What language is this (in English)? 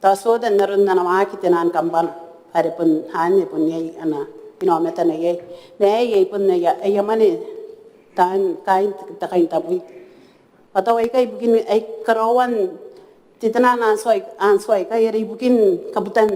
Gilbertese